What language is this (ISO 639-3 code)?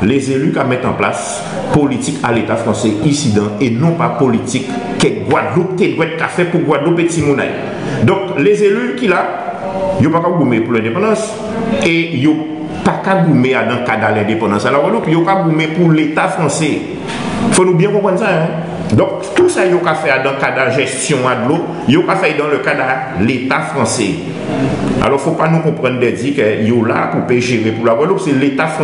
gcf